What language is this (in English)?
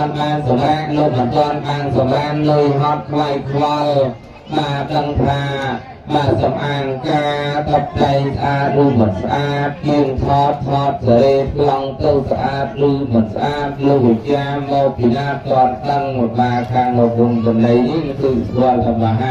Khmer